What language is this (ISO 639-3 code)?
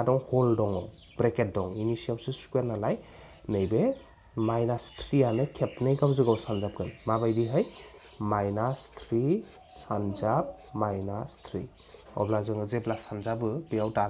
brx